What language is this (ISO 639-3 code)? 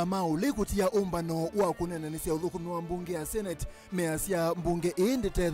kam